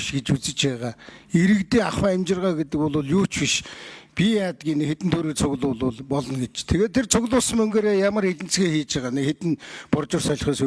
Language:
Mongolian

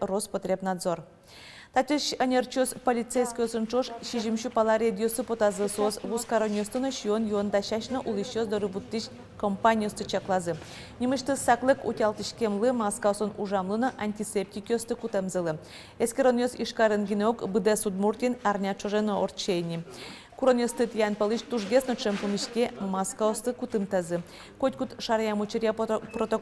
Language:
Udmurt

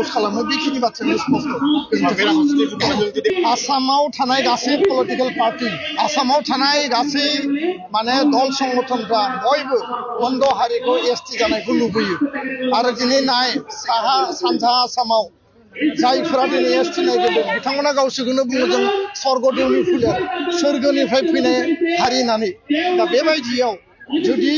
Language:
Bodo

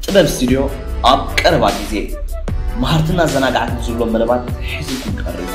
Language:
Tigrinya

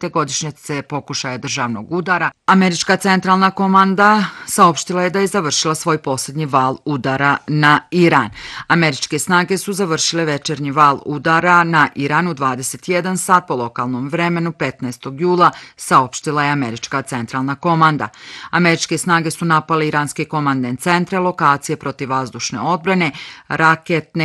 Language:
Bosnian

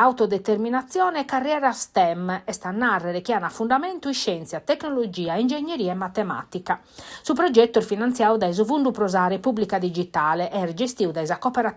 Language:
Sardinian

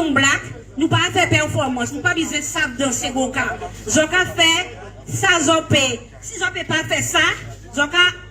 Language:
Guadeloupean Creole French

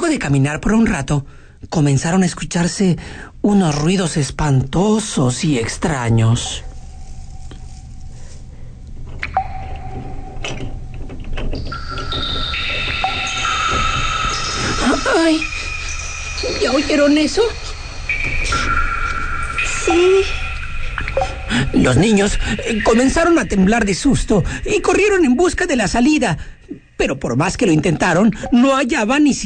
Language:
Spanish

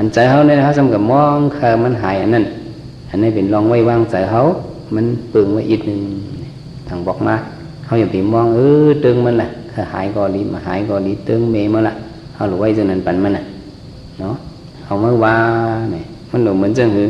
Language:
Shan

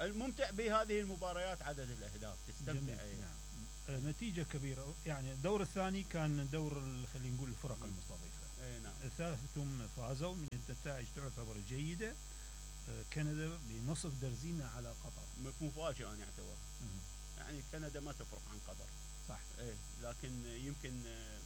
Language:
Mesopotamian Arabic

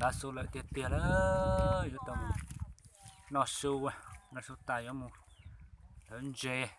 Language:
Hmong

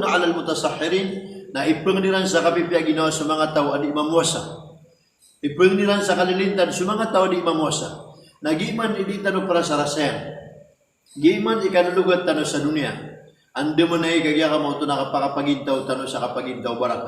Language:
Maranao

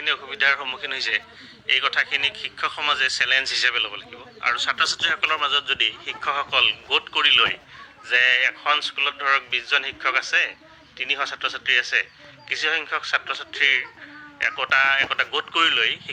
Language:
Assamese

